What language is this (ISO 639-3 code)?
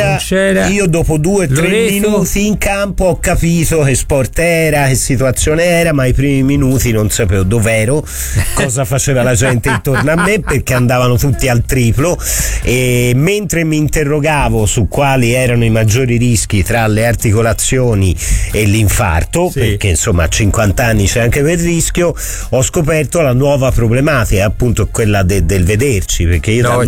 ita